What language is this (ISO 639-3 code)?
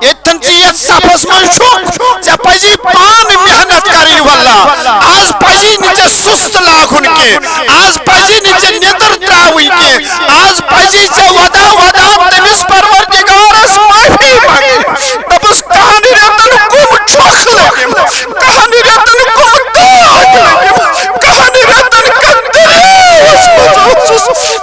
kas